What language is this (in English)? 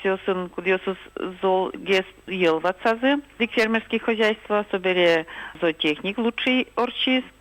Udmurt